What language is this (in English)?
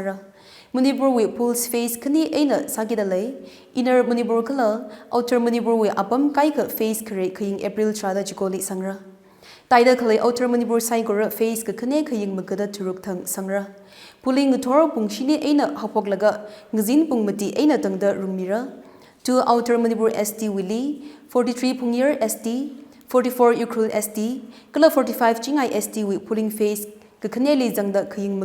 Tangkhul Naga (India)